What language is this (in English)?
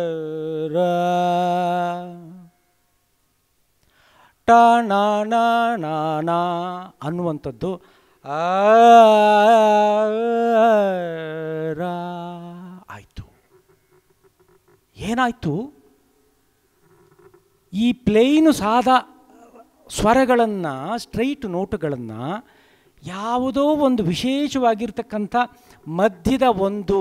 Kannada